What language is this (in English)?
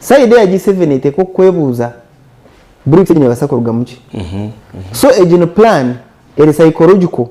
Nyankole